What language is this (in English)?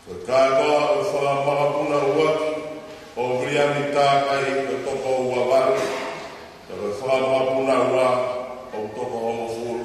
Tongan